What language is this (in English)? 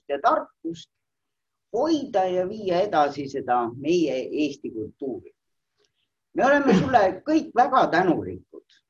Estonian